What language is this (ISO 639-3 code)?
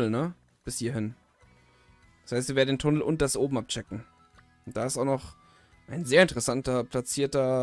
deu